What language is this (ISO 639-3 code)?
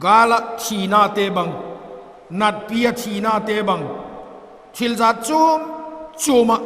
vap